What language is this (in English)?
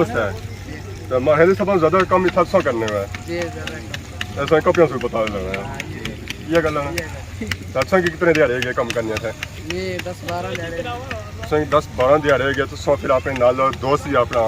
Pahari-Potwari